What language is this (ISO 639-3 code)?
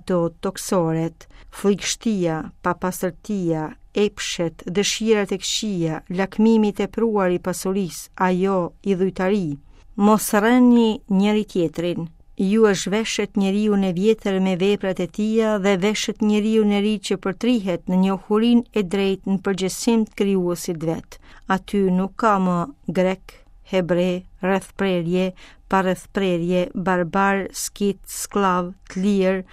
sqi